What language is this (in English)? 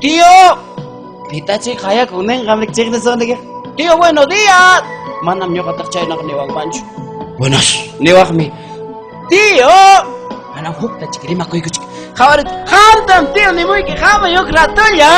Ayacucho Quechua